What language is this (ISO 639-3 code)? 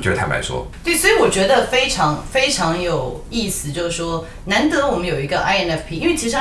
zho